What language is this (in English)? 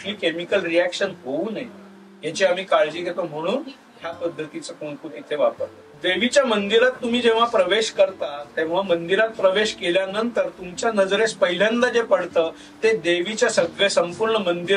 Marathi